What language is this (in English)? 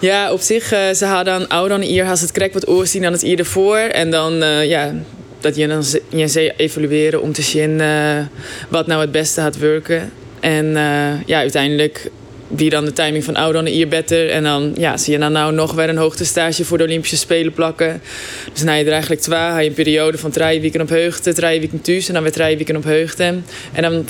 Western Frisian